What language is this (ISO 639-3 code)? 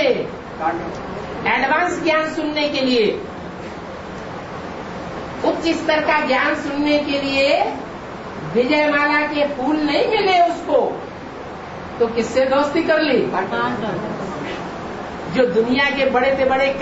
hin